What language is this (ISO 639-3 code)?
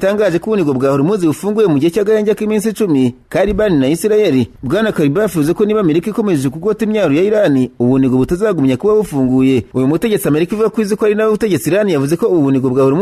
kin